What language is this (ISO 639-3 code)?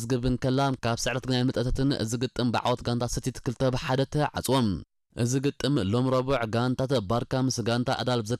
tir